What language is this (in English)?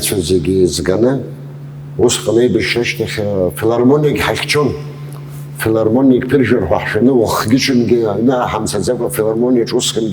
Abkhazian